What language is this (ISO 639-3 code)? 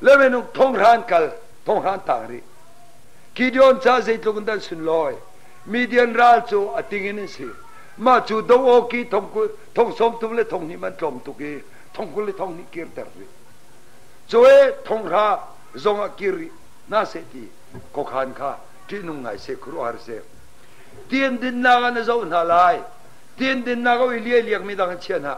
cnh